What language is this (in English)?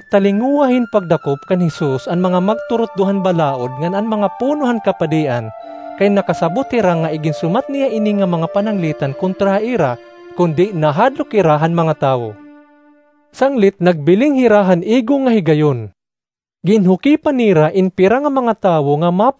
Waray